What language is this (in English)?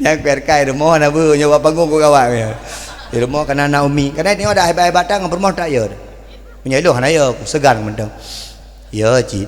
Achinese